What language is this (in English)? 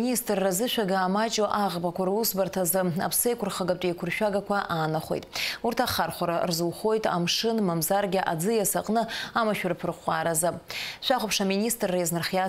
Abkhazian